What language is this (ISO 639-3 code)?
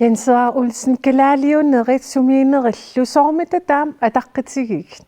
kal